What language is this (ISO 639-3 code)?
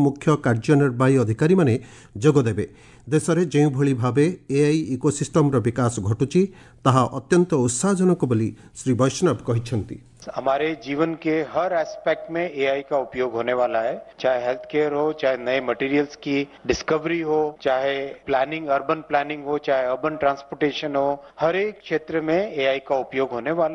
ori